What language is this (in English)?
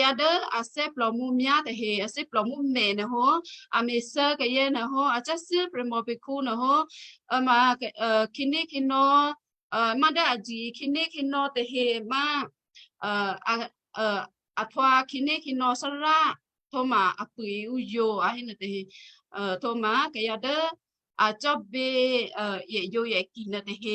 Western Kayah